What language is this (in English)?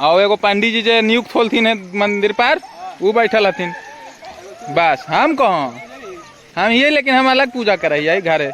Magahi